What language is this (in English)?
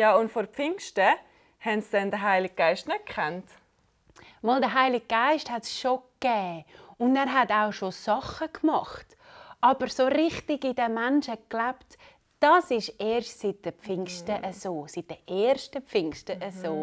Swiss German